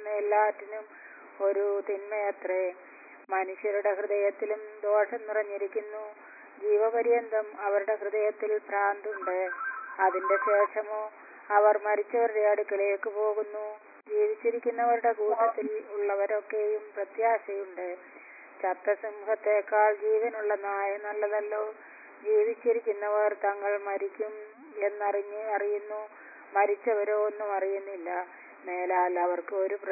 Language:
Malayalam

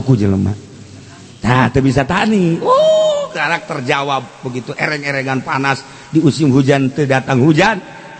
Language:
Sundanese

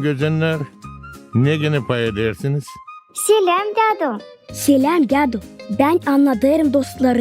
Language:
Gagauz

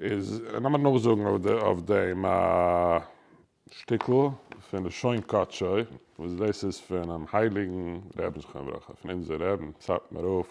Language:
Yiddish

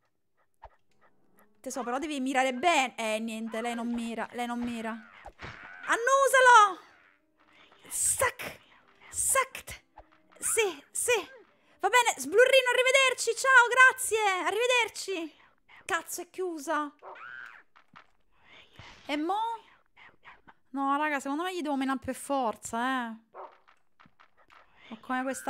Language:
Italian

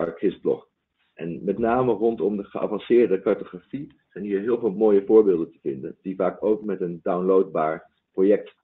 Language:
Dutch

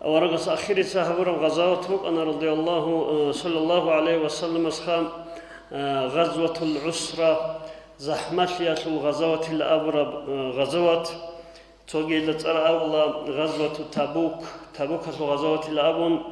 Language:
Avaric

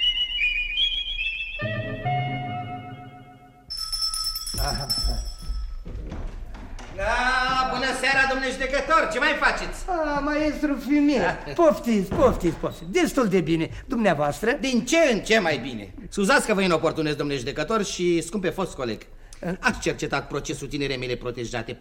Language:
Romanian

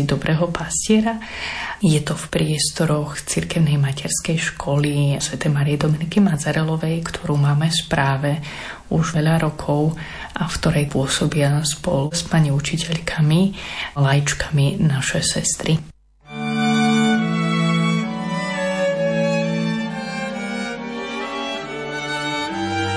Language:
Slovak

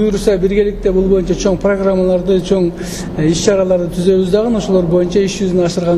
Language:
Kyrgyz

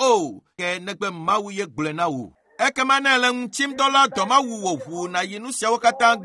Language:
Ewe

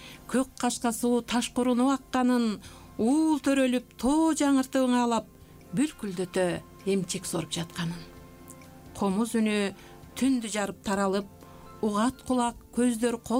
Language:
Kyrgyz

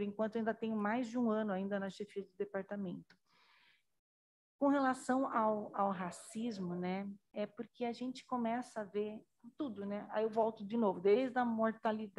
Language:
Portuguese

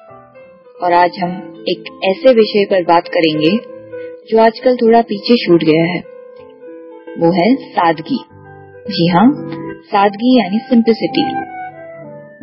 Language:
Hindi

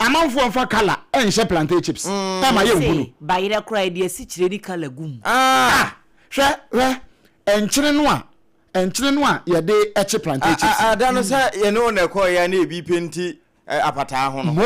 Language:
Akan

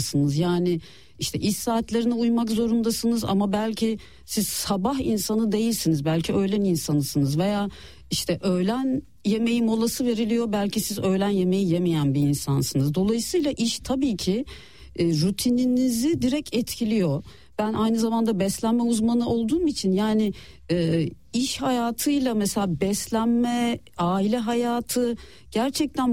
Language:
Turkish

